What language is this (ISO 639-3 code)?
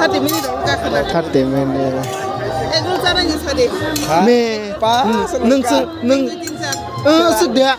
trp